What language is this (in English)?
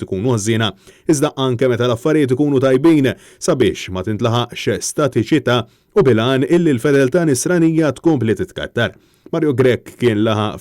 Maltese